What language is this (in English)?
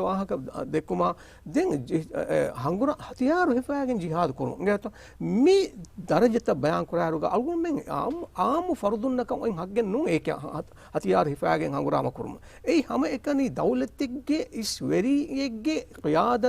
Divehi